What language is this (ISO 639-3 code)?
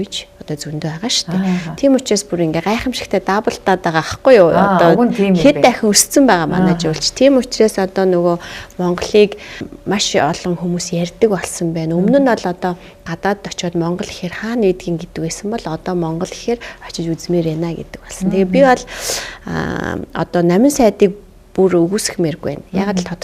mon